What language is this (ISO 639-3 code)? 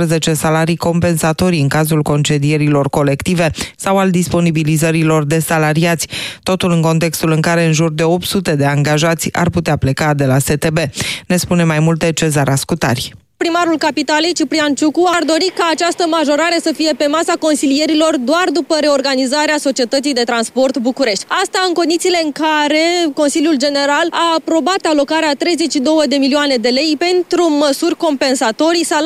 ron